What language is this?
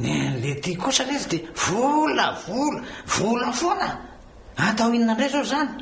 Malagasy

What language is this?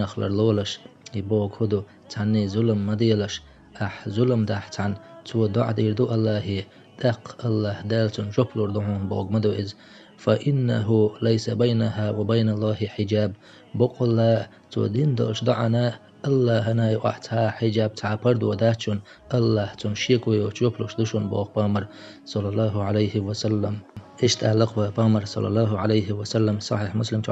Chechen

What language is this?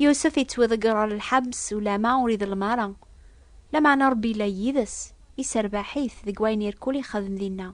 Kabyle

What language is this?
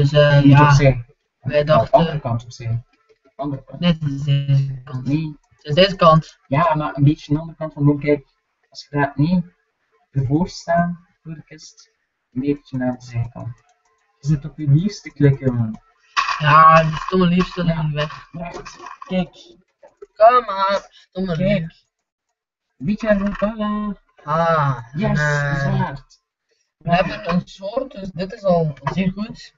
Dutch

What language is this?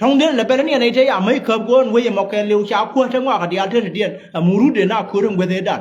Nuer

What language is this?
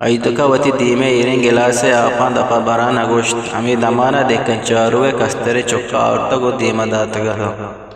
Eastern Balochi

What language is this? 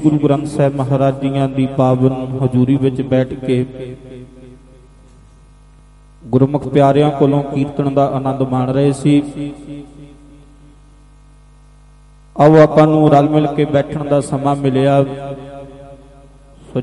Punjabi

